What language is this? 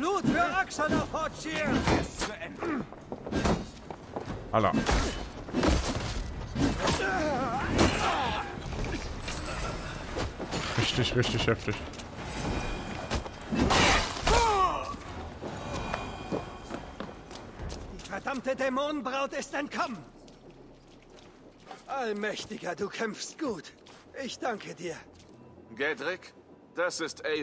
German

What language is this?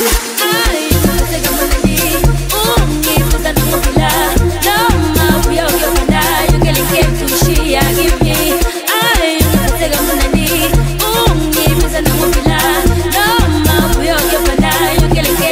Swahili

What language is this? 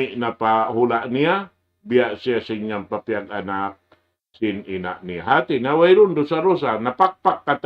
Tausug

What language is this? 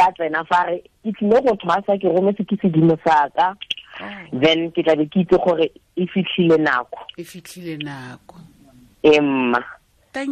Tswana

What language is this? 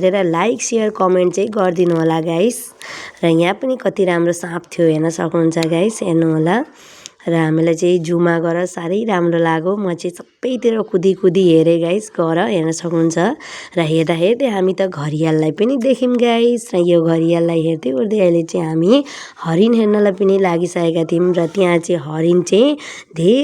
Nepali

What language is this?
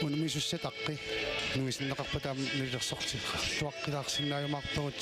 Kalaallisut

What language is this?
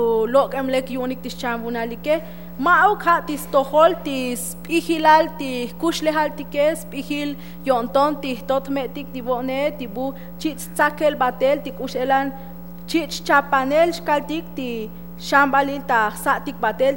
Tzotzil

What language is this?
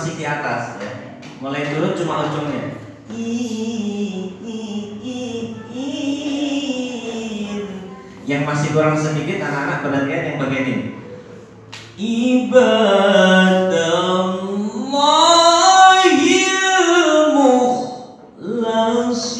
Indonesian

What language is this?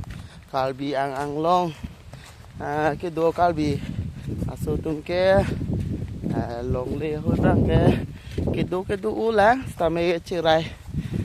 Karbi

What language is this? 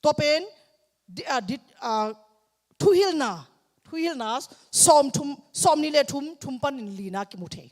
Tedim Chin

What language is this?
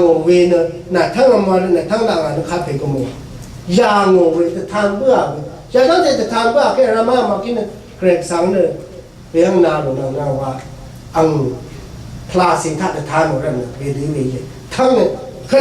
Rawang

